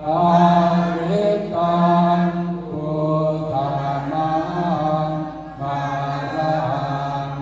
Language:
Pali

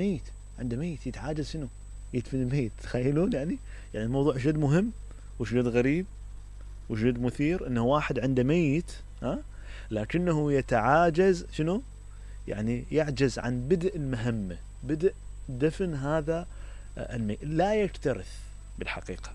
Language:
Mesopotamian Arabic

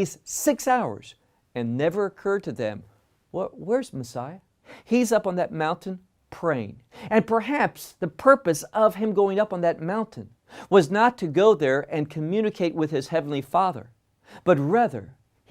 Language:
English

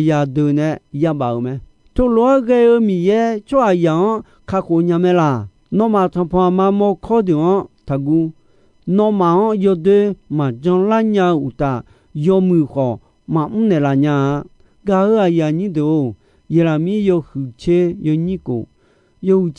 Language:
Akha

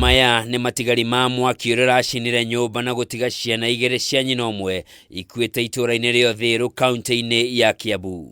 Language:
Kikuyu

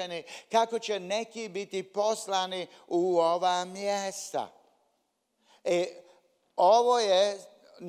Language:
Croatian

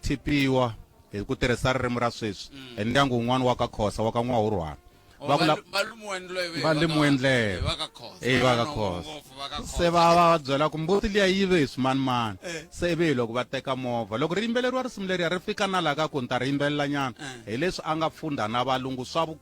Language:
Tsonga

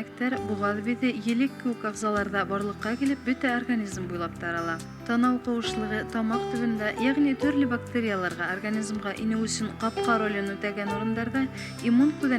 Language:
Bashkir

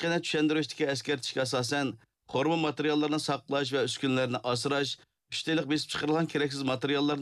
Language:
Uyghur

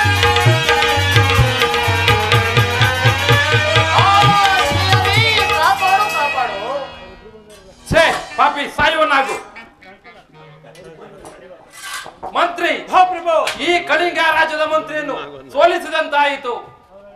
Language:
Kannada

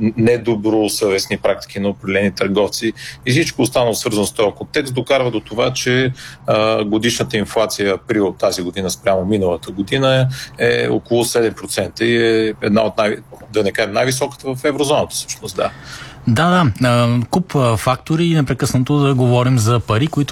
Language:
Bulgarian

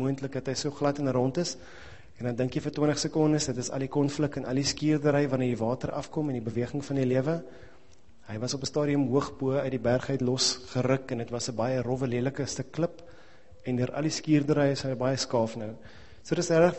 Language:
Afrikaans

